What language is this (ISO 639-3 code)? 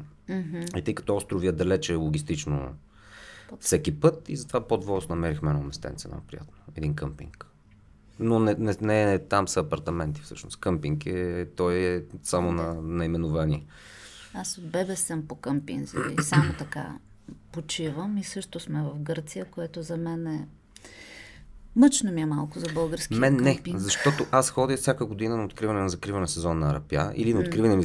bul